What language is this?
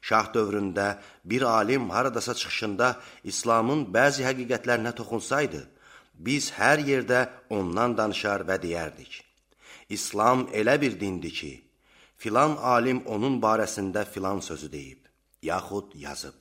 Azerbaijani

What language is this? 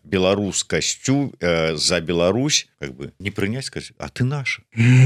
Belarusian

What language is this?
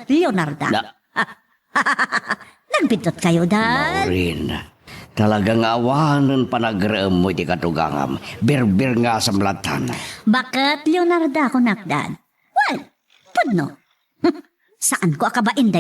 Iloko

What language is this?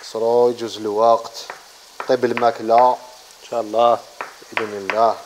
Algerian Arabic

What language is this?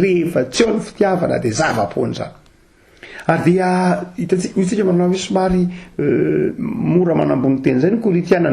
Malagasy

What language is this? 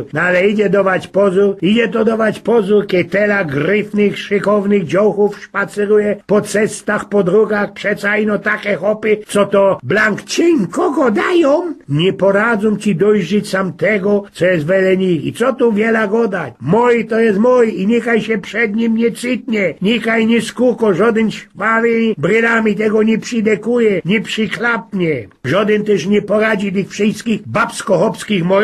Silesian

